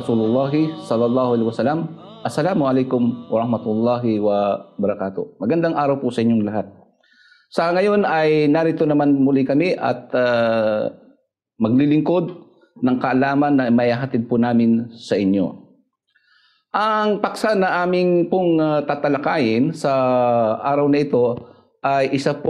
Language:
Filipino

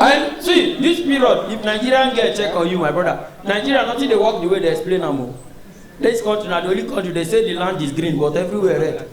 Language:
Nigerian Pidgin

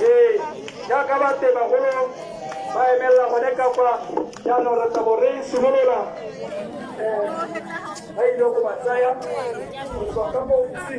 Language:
Tswana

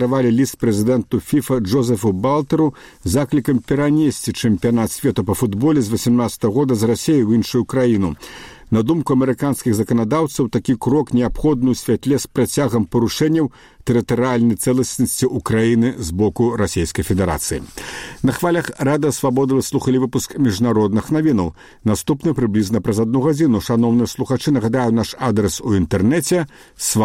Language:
Belarusian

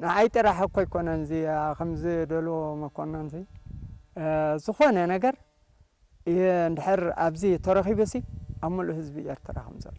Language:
Tigrinya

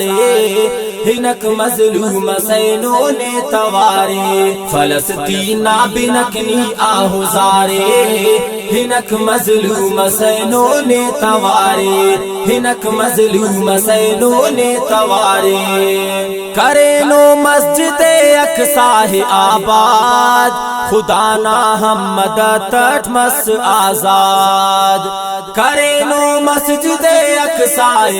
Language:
Brahui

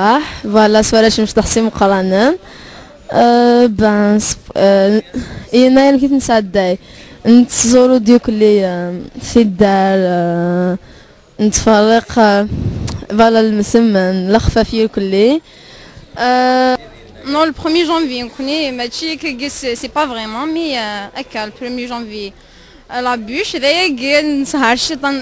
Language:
Kabyle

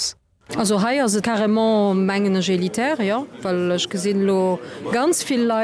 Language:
Luxembourgish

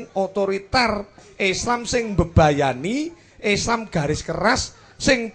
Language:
Javanese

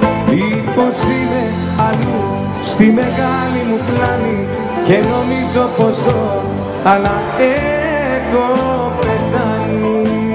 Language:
Greek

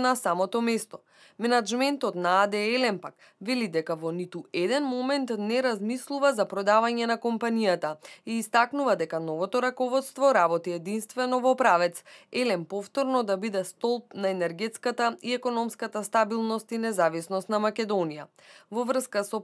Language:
Macedonian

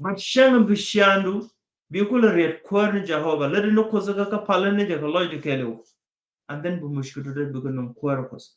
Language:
Nuer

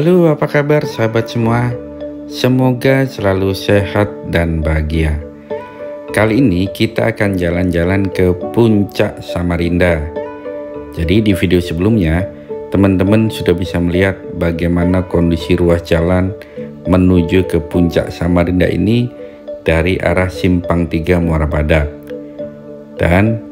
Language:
Indonesian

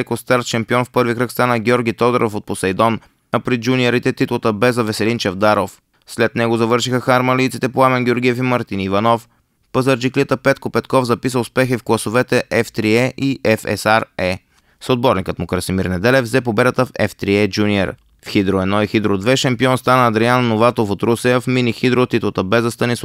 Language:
Bulgarian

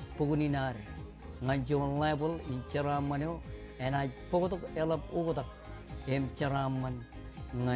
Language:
Marshallese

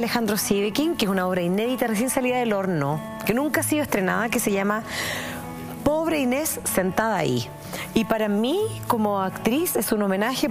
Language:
Spanish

